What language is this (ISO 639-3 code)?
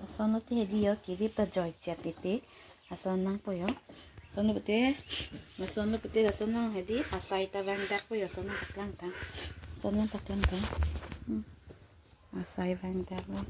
mjw